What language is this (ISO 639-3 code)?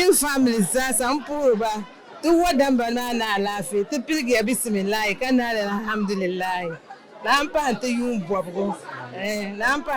dag